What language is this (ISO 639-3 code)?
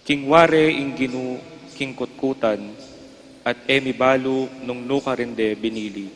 pam